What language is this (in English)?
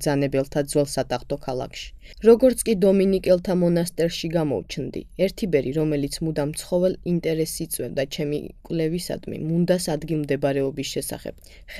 Georgian